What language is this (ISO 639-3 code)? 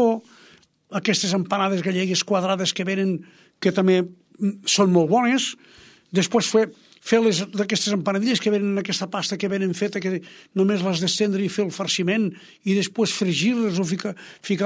cat